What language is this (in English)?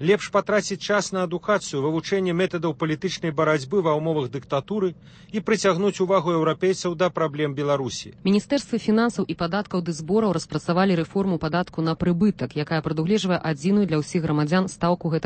Belarusian